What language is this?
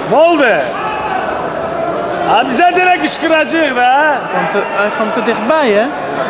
Turkish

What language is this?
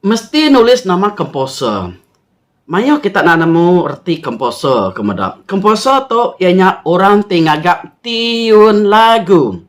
Iban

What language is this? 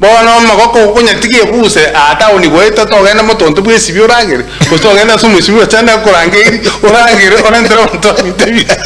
Gusii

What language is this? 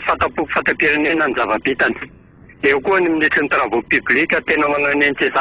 Malagasy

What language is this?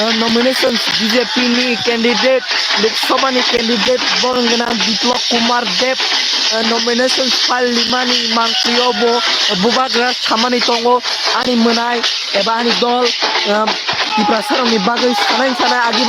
Kok Borok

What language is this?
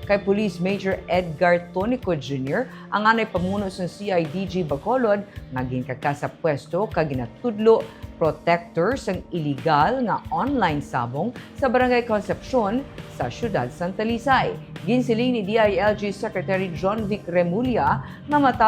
Hiligaynon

